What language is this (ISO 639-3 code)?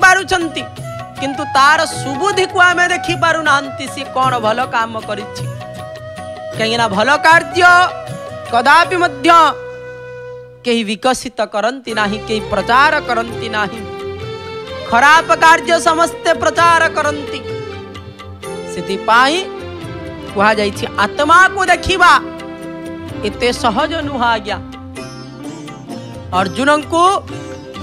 ori